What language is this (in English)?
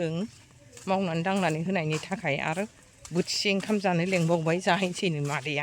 Bodo